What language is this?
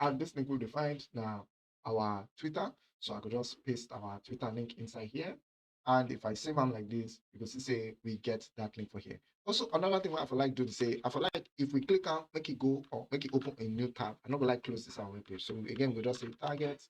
Nigerian Pidgin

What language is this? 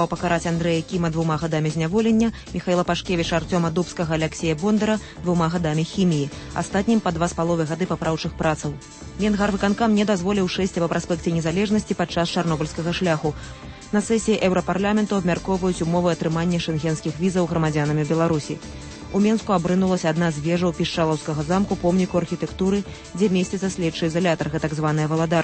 Belarusian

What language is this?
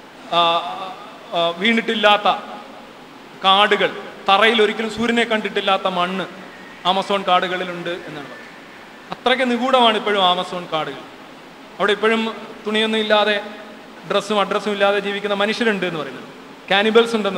Malayalam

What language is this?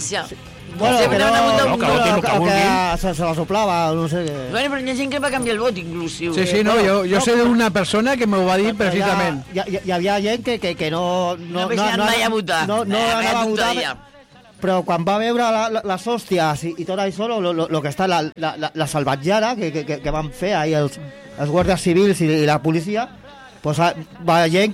Catalan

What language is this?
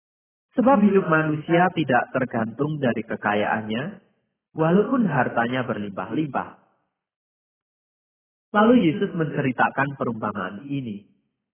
Indonesian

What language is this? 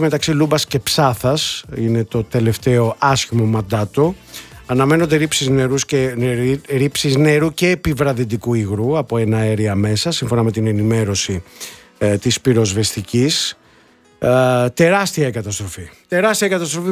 Greek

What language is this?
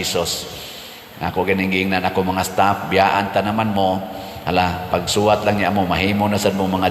Cebuano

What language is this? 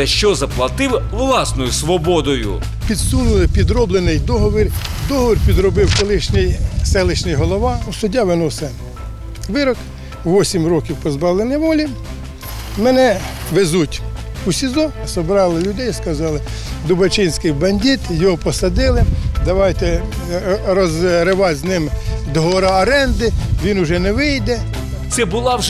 Ukrainian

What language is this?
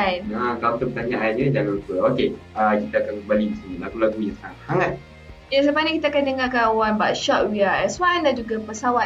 Malay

